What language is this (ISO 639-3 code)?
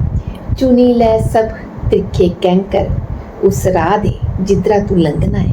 doi